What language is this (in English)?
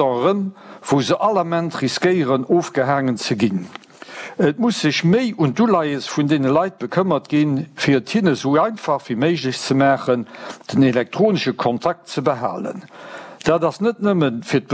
Luxembourgish